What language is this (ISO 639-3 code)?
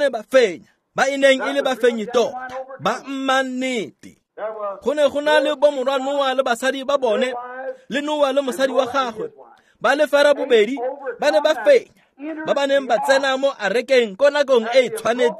tsn